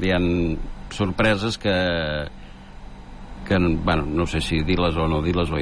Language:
Catalan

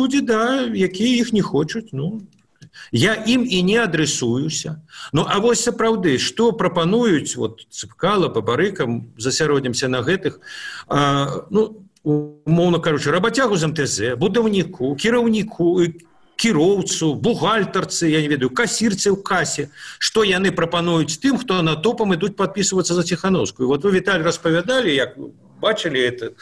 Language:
Belarusian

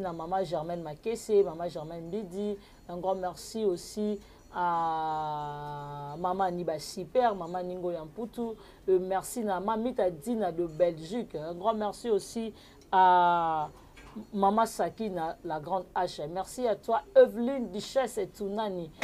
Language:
Lingala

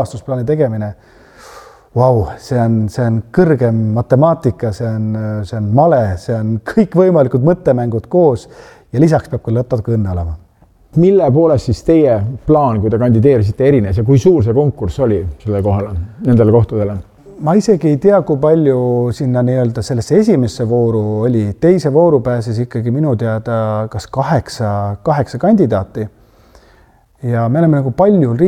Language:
Estonian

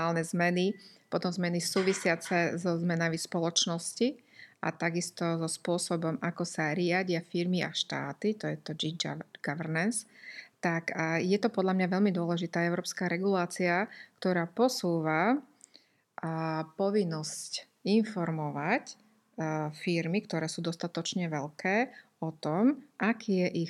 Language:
Slovak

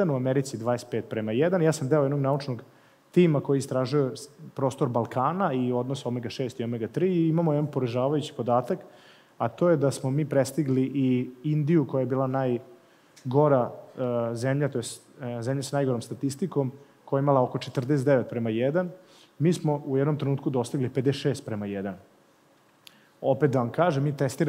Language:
Serbian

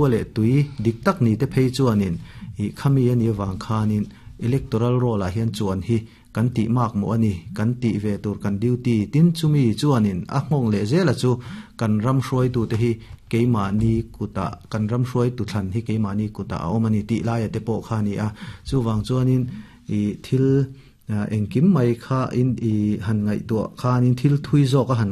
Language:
Mizo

